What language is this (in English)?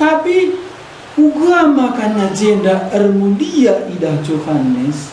Batak Karo